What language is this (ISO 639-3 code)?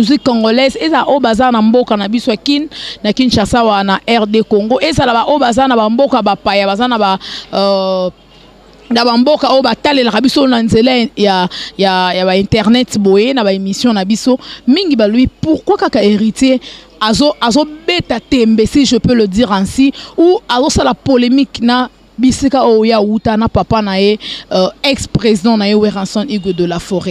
lin